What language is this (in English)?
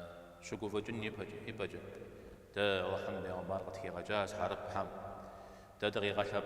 Kabardian